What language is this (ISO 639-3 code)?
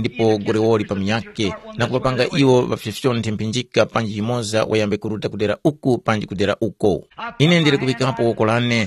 tum